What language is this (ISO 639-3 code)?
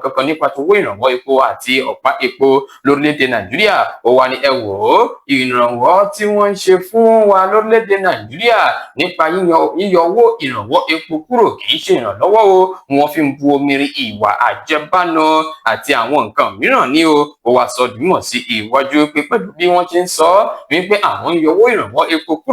yor